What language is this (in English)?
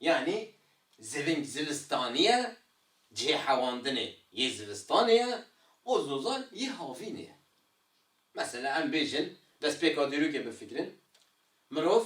Kurdish